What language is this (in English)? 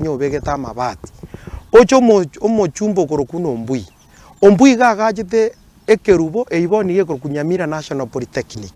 Gusii